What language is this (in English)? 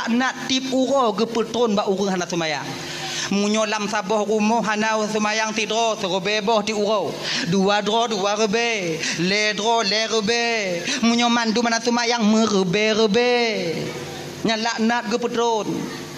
Achinese